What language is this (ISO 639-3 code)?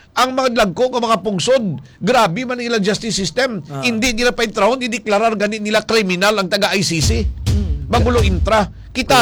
hil